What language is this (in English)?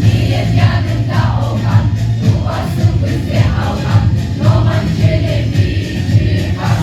Crimean Tatar